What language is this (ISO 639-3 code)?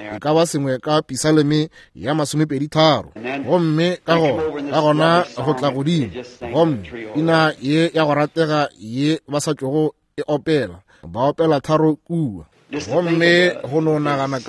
nso